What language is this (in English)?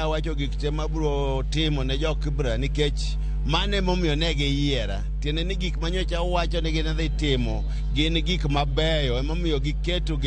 Luo (Kenya and Tanzania)